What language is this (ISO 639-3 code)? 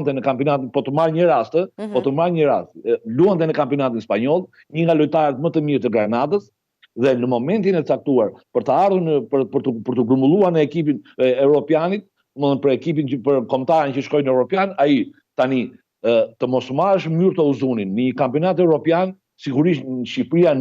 sqi